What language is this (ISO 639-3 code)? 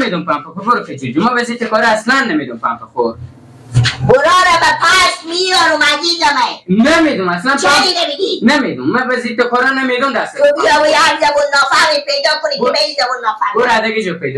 fas